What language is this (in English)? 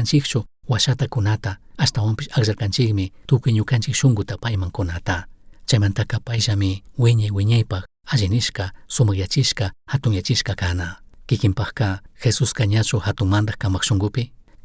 Chimborazo Highland Quichua